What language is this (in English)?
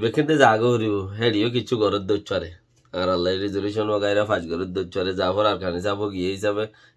Rohingya